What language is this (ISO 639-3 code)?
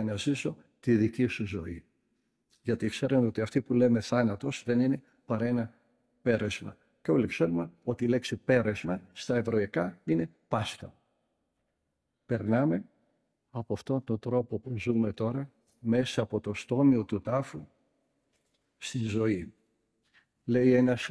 ell